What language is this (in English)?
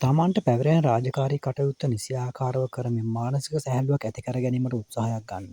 Sinhala